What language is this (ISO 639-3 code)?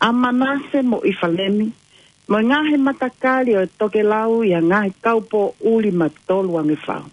ton